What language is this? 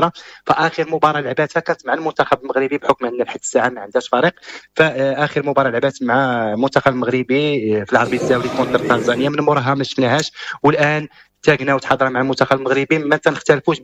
Moroccan Arabic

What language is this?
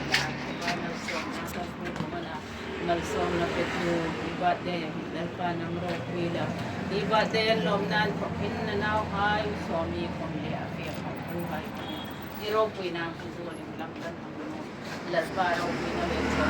Hmar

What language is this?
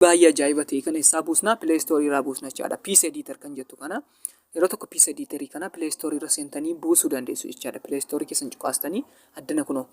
Oromo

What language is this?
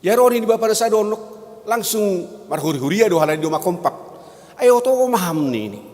Batak Simalungun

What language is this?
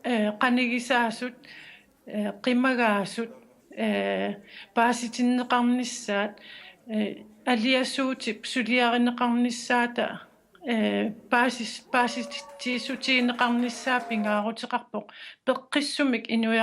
Kalaallisut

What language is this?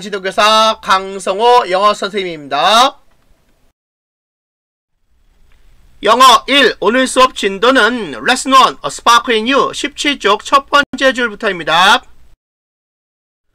Korean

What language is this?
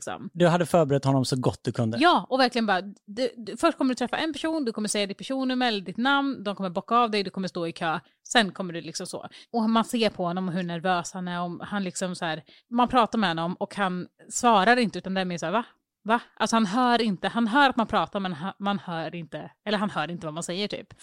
Swedish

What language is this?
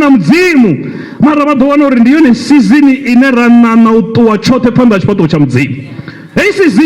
Venda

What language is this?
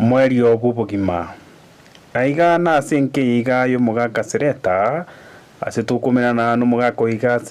Gusii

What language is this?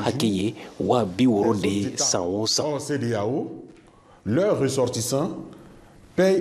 Bambara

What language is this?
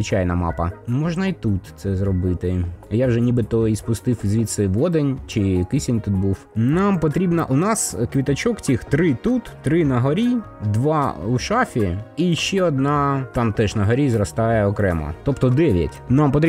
Ukrainian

